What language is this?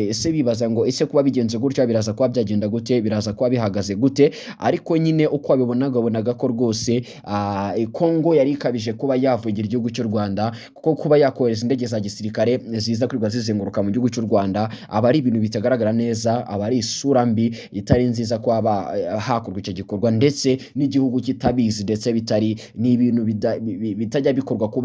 Kinyarwanda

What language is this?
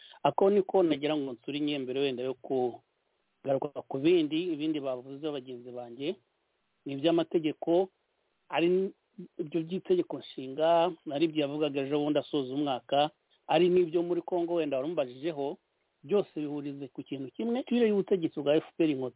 Kinyarwanda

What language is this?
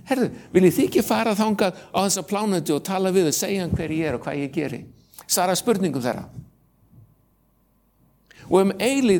Icelandic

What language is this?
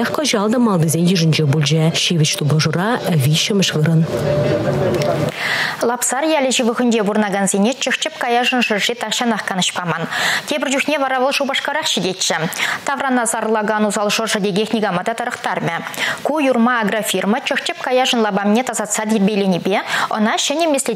Chuvash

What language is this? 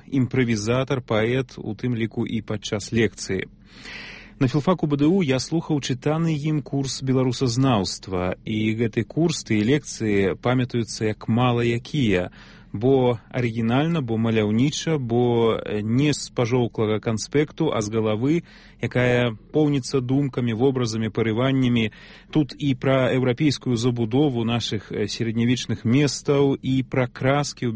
Belarusian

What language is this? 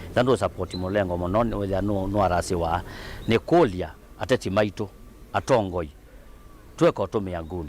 Kamba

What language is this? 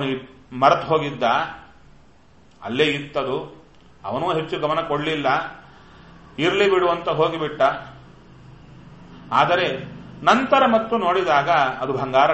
Kannada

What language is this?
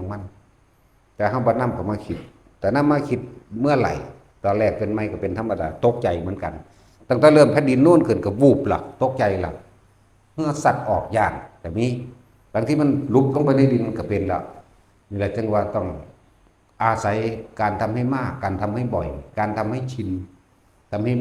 Northeastern Thai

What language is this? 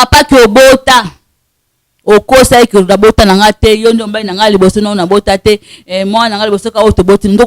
Lingala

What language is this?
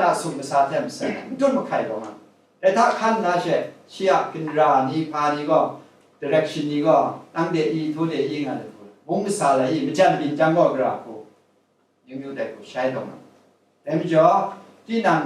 Kachin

